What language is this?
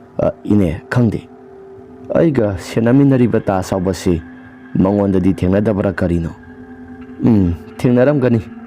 Manipuri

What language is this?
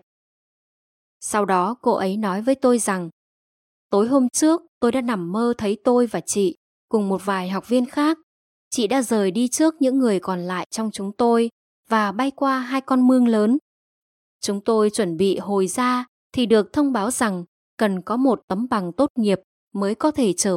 Vietnamese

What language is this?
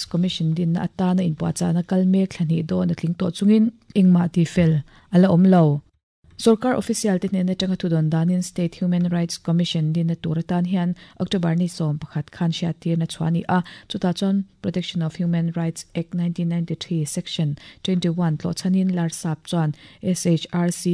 Mizo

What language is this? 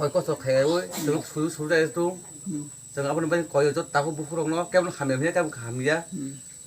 Kok Borok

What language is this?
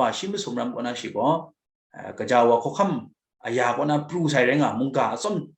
Kachin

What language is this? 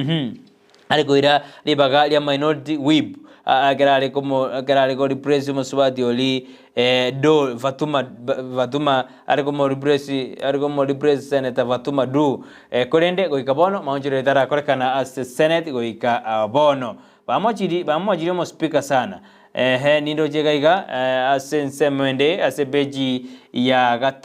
Gusii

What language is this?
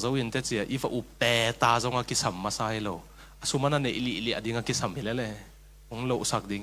Tedim Chin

